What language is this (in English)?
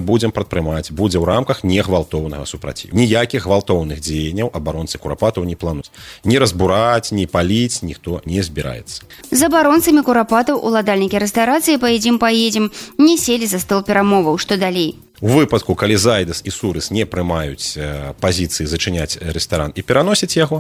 Belarusian